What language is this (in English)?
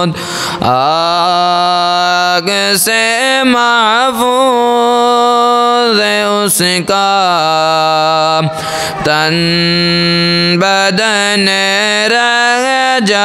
Urdu